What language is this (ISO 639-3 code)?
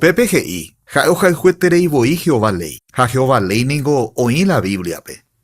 grn